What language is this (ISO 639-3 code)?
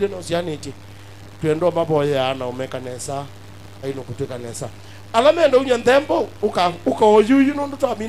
kam